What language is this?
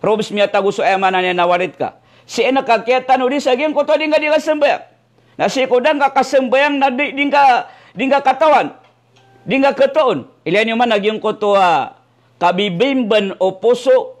Maranao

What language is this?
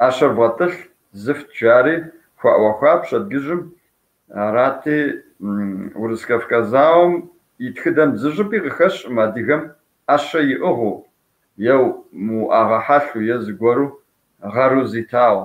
Kabardian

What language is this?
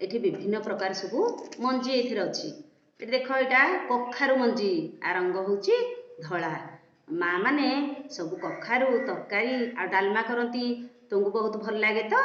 Odia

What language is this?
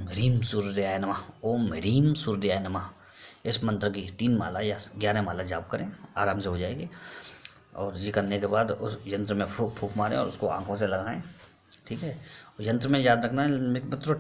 Hindi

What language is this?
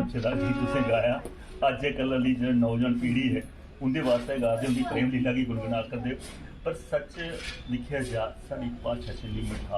Dogri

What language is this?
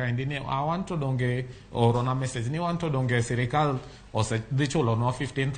Luo (Kenya and Tanzania)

